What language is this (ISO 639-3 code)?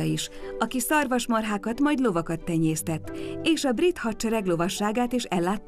hun